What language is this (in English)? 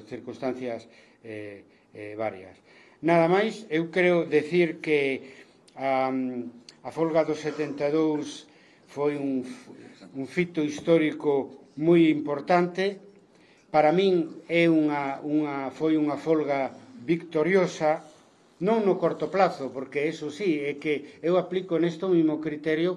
Galician